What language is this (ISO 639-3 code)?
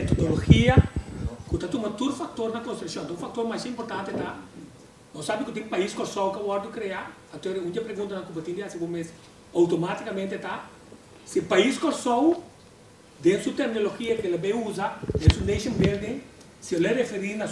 pap